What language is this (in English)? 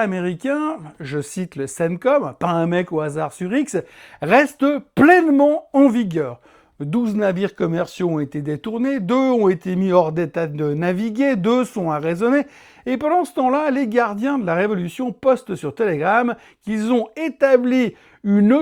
French